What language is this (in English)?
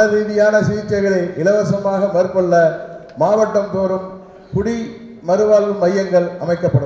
Tamil